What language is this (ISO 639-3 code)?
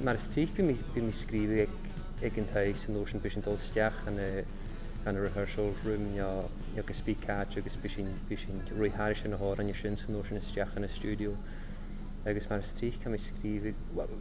gla